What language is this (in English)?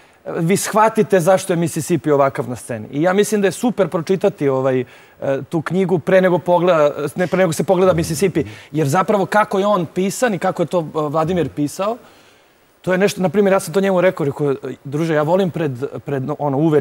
Serbian